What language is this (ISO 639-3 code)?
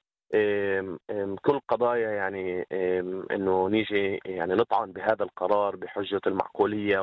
apc